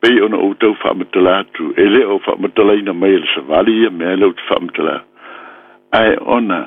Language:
Samoan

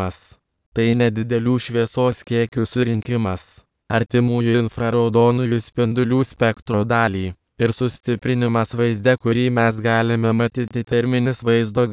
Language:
Lithuanian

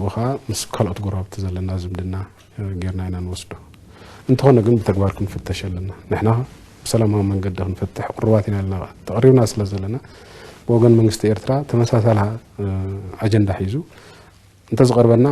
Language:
Tigrinya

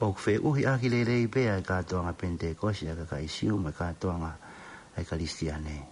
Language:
Tongan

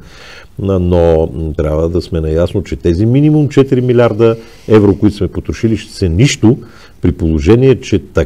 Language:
Bulgarian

